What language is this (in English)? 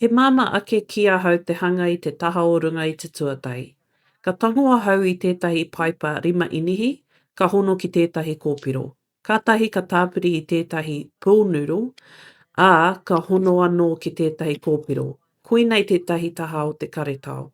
Māori